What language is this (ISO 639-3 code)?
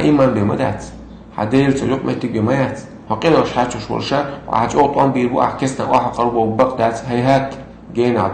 che